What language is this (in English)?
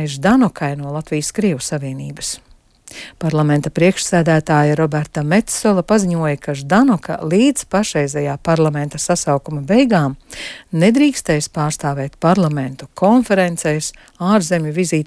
Latvian